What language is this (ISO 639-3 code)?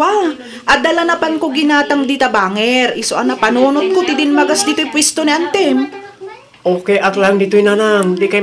ilo